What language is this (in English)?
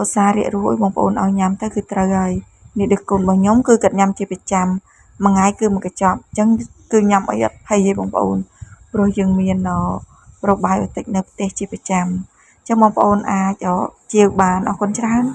Khmer